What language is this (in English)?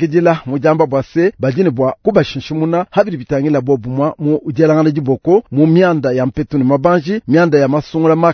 Luba-Lulua